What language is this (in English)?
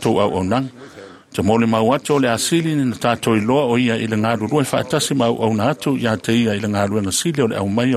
Samoan